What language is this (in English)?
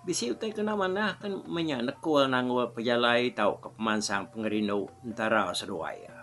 Iban